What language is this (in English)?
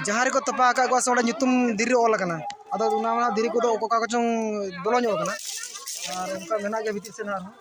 Santali